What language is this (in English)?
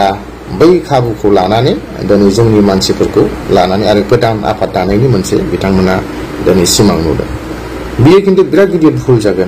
Bodo